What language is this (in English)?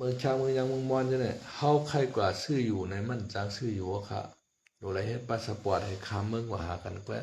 Shan